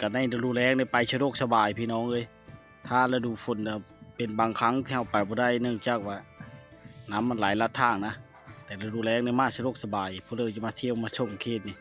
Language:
Lao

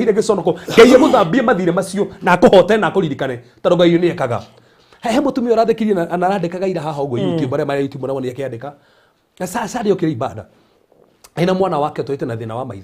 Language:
Kikuyu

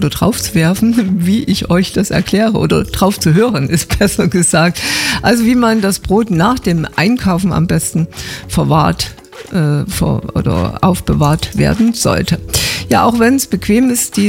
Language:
German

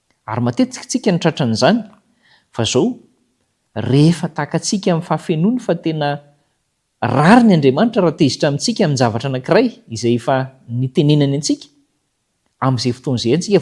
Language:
Malagasy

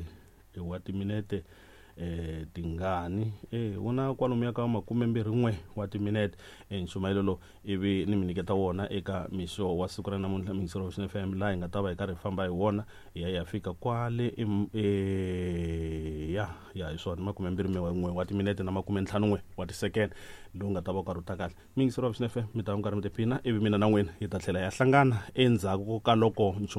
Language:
Tsonga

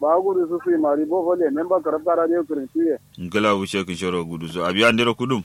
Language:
Kanuri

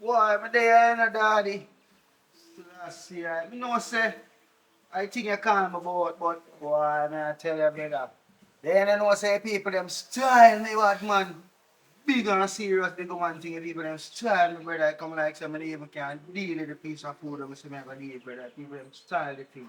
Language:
Jamaican Creole English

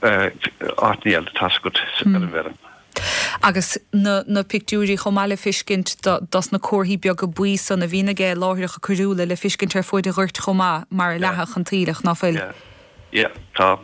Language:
Irish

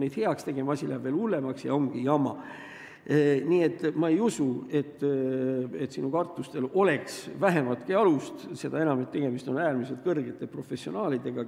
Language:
Estonian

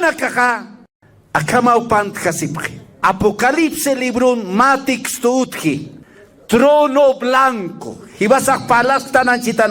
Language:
Aymara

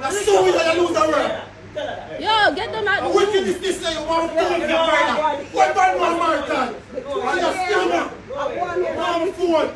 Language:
Jamaican Creole English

